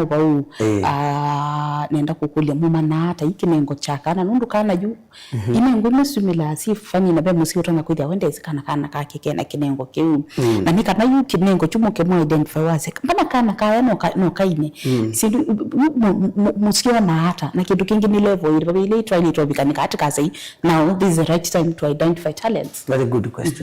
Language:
Kamba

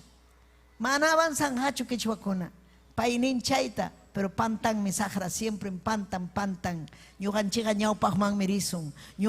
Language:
Ayacucho Quechua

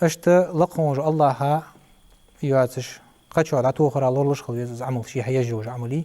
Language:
Ingush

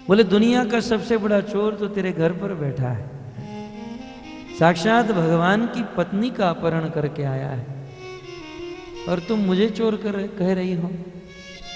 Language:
Hindi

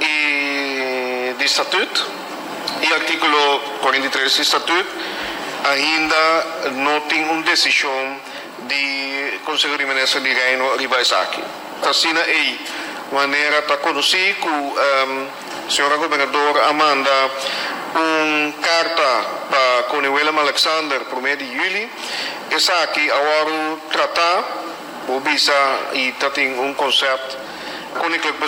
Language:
Papiamento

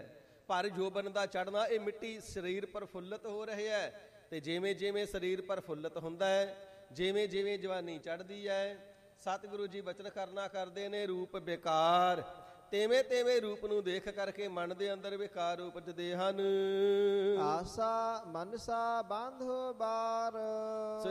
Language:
Punjabi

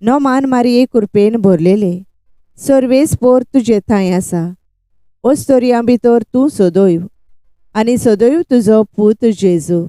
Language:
Konkani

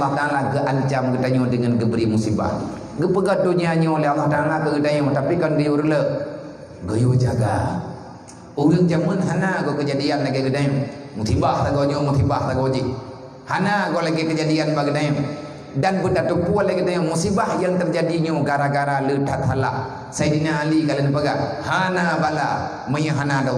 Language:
Achinese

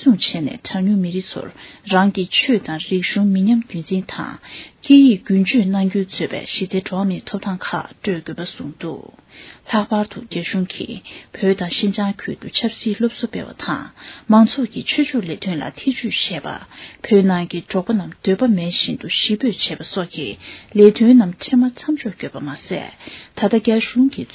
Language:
Tibetan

